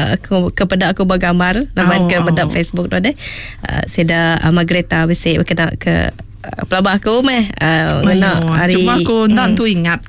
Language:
Iban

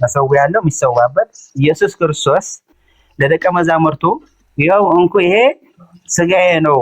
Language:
Amharic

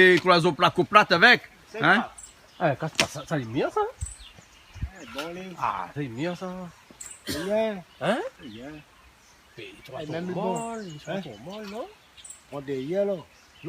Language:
Réunion Creole French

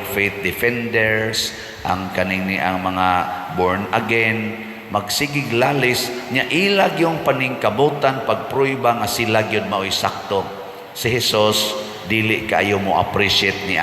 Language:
Cebuano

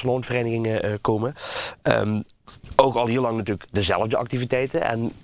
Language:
Limburgish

